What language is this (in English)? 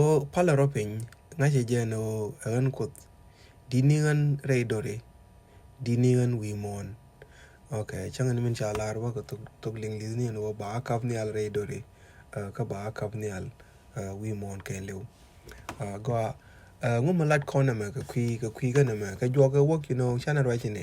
Nuer